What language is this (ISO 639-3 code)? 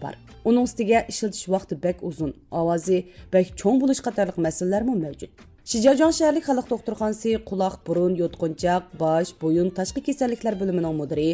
uig